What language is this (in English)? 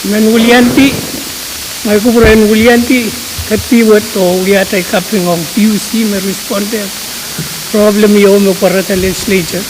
Pohnpeian